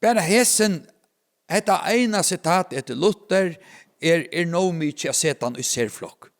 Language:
Faroese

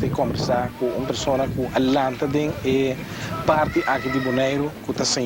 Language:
Papiamento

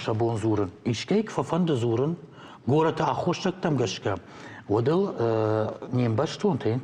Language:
Ossetic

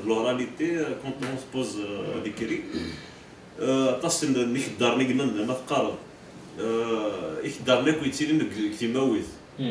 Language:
Kabyle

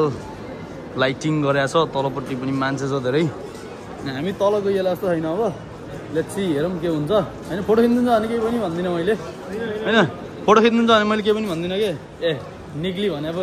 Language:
Nepali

